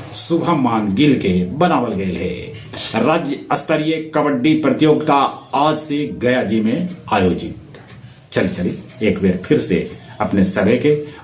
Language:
Magahi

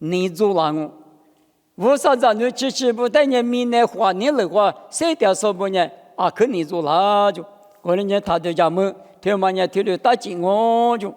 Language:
Lisu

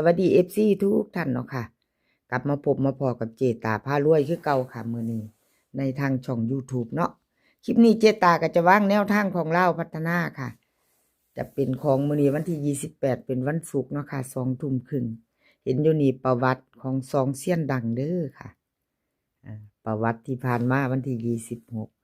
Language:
Lao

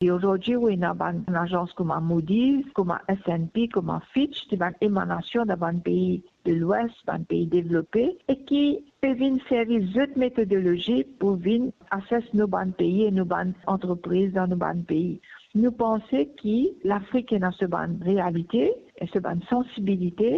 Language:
Morisyen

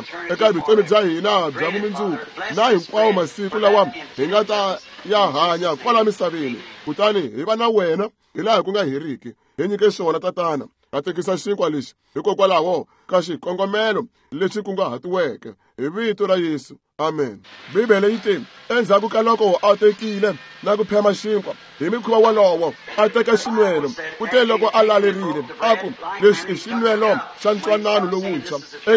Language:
Tsonga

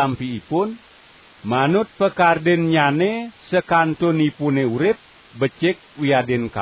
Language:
Balinese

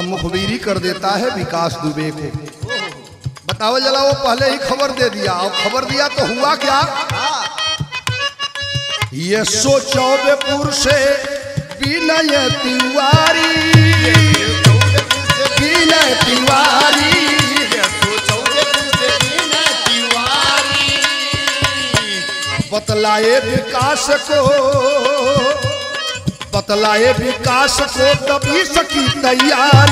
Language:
Bhojpuri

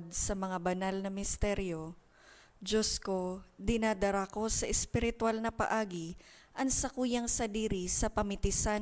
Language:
Bikol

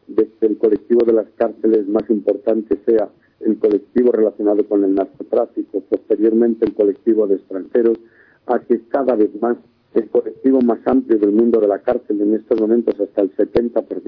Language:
Spanish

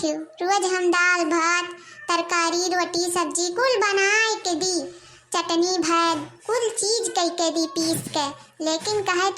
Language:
Awadhi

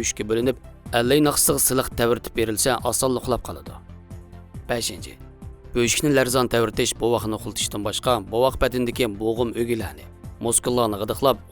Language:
Uyghur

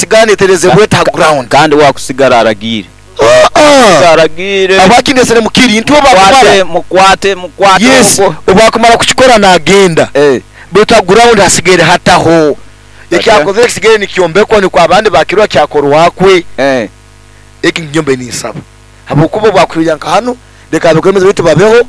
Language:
Nyoro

